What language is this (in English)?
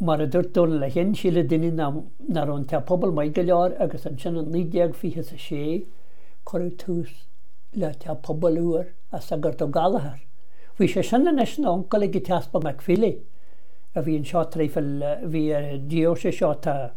Irish